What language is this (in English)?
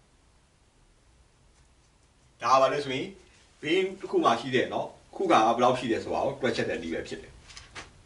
Burmese